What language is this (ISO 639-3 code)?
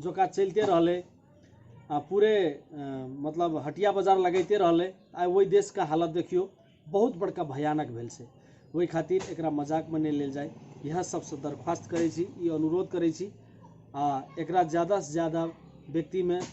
mai